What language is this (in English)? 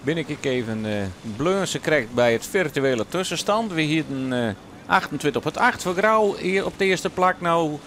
Western Frisian